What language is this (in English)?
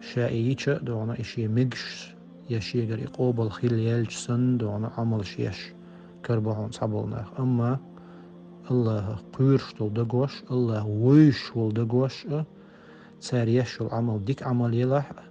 Chechen